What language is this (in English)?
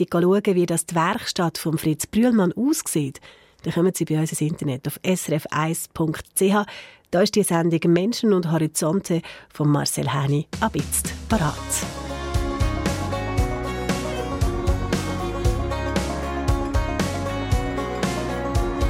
German